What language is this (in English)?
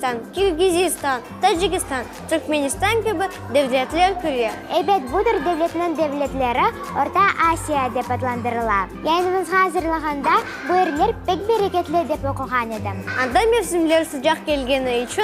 Crimean Tatar